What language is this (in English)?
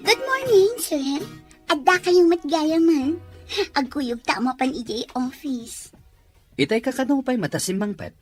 Iloko